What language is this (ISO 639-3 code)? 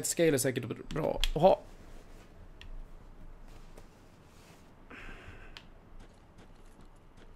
swe